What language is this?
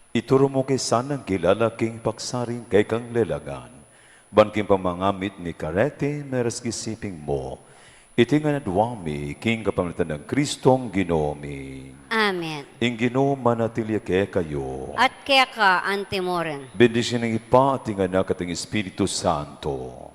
Pampanga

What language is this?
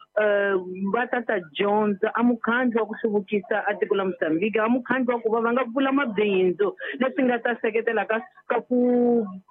Tsonga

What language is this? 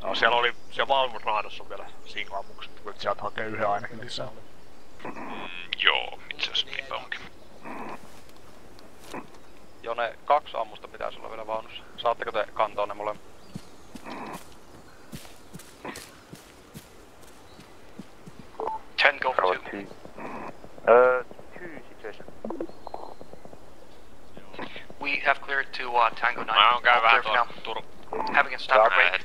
Finnish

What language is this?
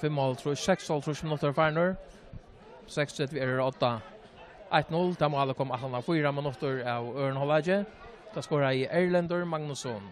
Faroese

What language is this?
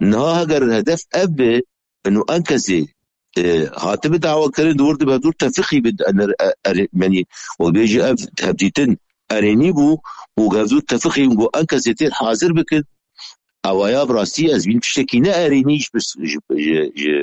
Kurdish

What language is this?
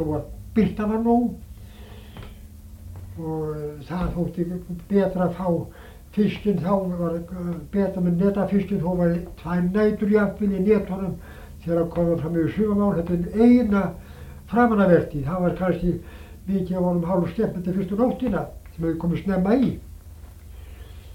Icelandic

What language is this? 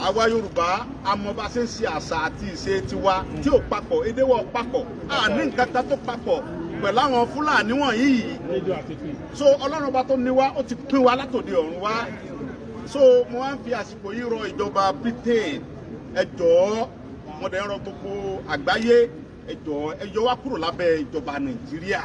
Yoruba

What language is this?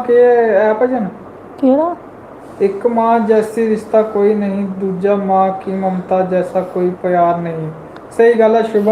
Dogri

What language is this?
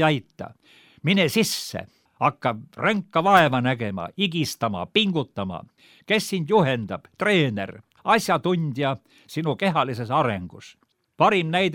Estonian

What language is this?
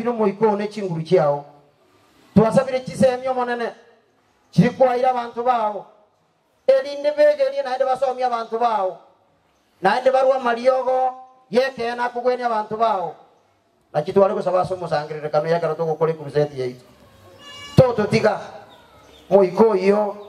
Gusii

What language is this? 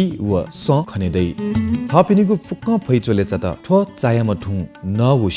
Newari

